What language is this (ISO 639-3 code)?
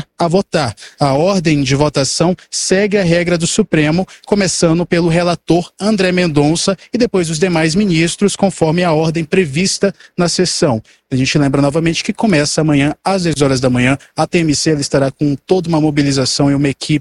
por